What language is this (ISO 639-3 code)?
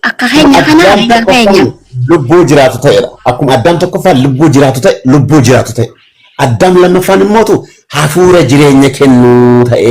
orm